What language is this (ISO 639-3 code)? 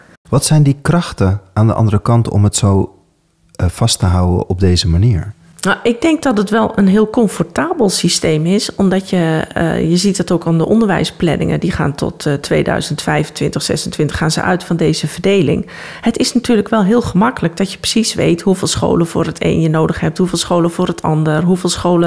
nld